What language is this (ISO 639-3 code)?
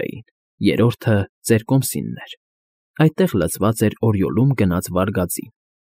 hye